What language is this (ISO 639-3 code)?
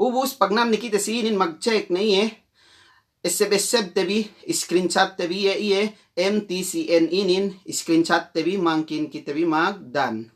yka